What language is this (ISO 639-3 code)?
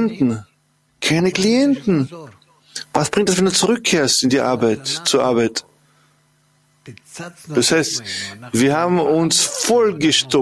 deu